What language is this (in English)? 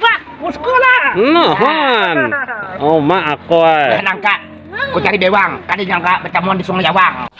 Banjar